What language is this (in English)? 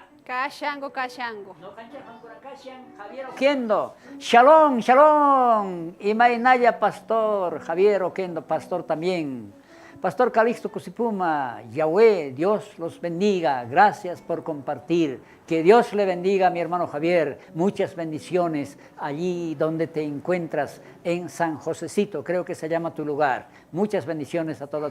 South Bolivian Quechua